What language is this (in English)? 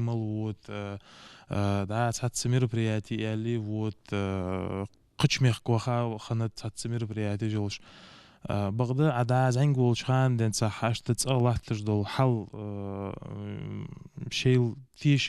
Ingush